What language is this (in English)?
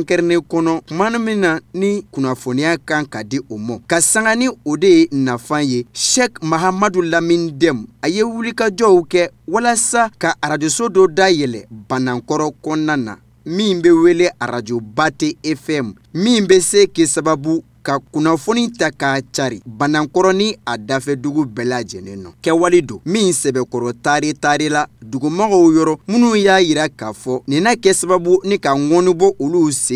Bambara